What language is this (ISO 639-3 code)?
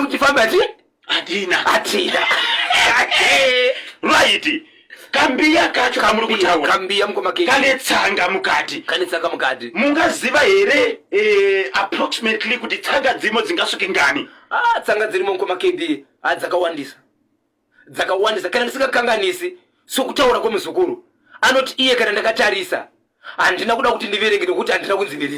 sna